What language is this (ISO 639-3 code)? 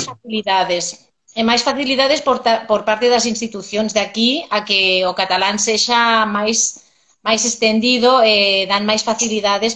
glg